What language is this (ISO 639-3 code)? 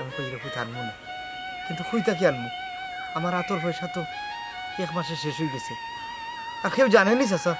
syl